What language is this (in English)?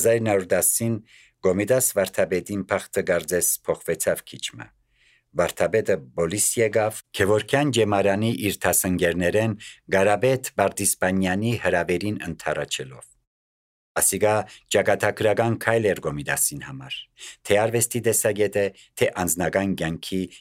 Armenian